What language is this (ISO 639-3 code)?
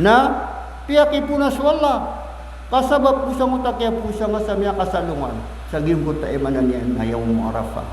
mrw